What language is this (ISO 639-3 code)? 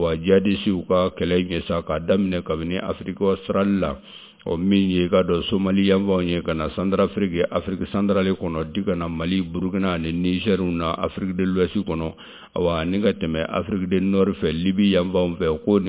bam